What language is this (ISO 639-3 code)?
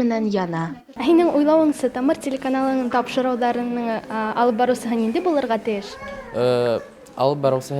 bak